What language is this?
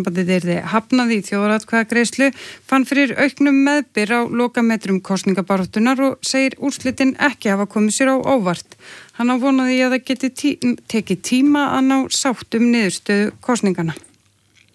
Icelandic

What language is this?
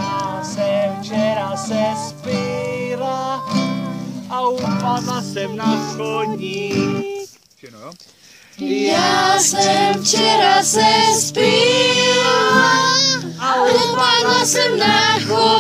Czech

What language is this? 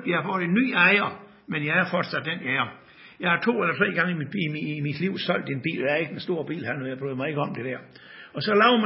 Danish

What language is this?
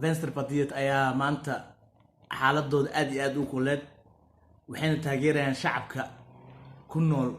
Somali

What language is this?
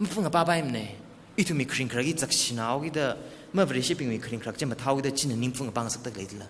Tangkhul Naga (India)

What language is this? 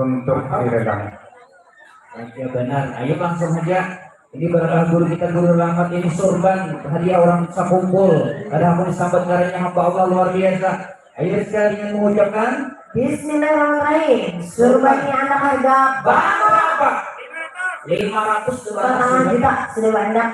Banjar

